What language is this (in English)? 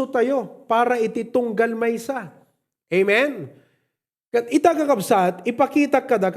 Iloko